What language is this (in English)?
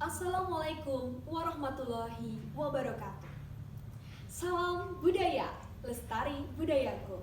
Javanese